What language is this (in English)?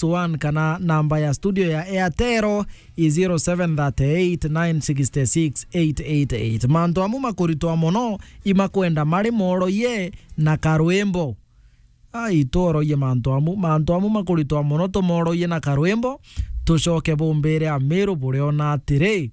Meru